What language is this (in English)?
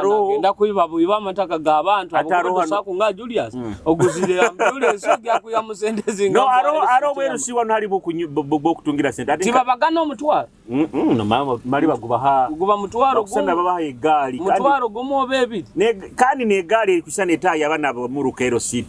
Nyoro